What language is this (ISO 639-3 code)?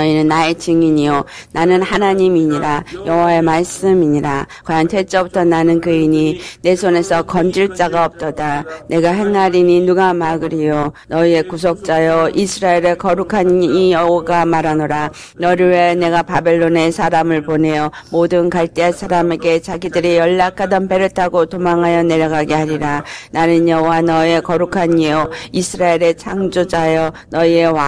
kor